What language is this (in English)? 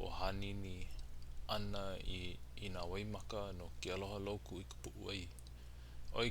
Hawaiian